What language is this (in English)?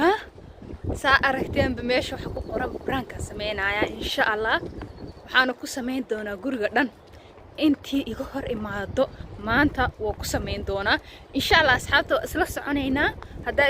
Somali